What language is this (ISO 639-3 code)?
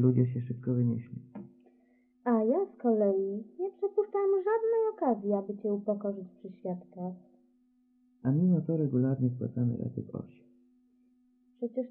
pol